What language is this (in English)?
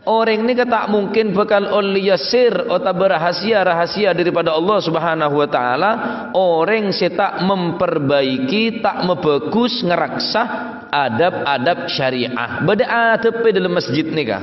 Madurese